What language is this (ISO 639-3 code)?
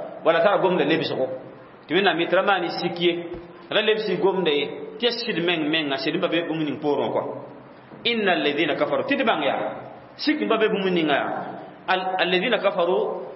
mos